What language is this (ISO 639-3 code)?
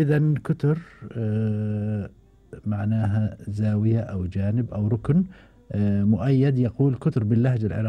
afb